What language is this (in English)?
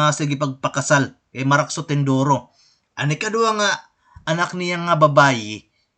Waray